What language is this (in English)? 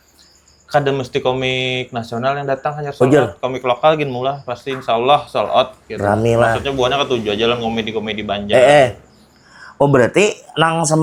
Banjar